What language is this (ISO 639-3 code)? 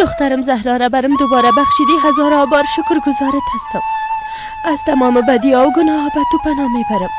fas